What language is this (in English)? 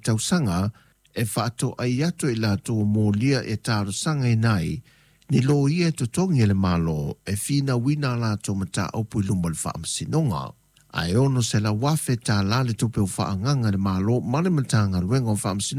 Samoan